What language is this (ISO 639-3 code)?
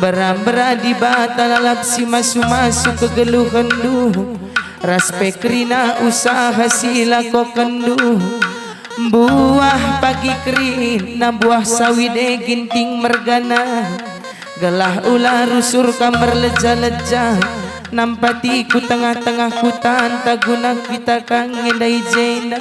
btx